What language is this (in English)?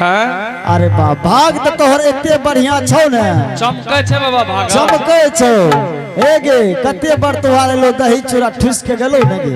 Angika